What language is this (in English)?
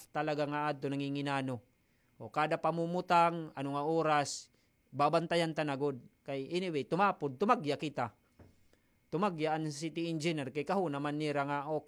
Waray